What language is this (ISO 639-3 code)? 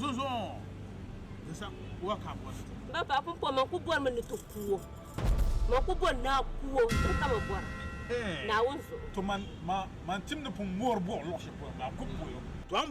dag